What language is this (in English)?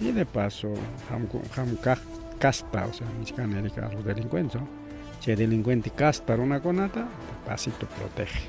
Ayacucho Quechua